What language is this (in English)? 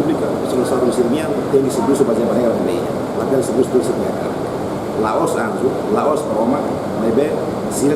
Tetum